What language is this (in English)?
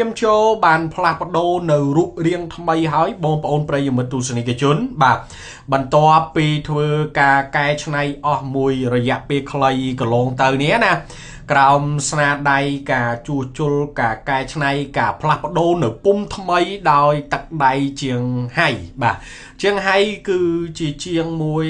Khmer